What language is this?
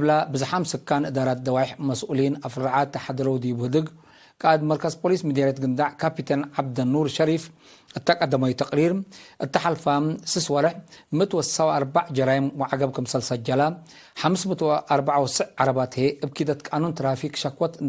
Tigre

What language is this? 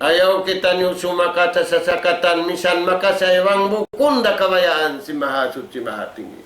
Tausug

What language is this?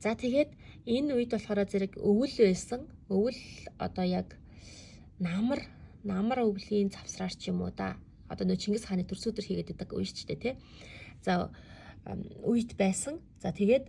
Mongolian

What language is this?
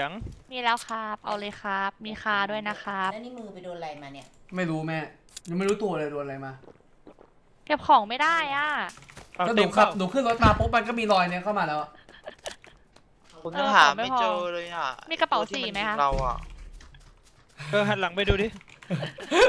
Thai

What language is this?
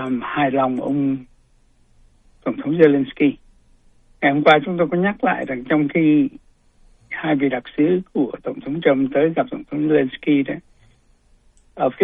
Vietnamese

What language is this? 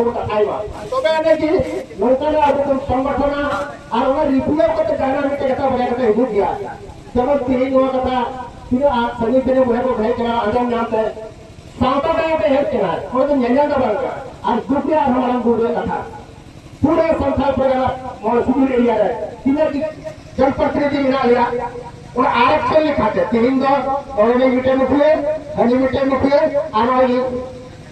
Santali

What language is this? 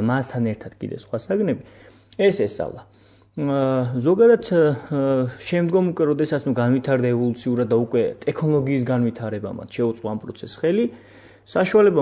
Georgian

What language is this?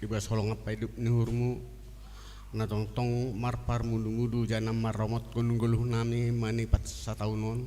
Batak Simalungun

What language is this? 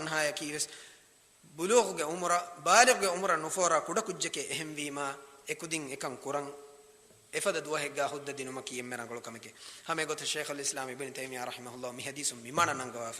Divehi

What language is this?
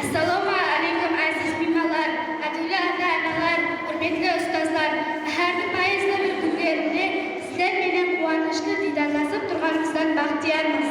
Kara-Kalpak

